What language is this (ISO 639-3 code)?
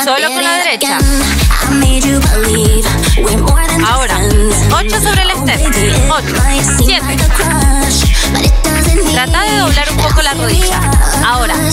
spa